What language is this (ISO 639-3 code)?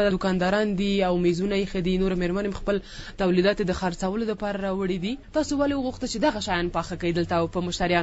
pus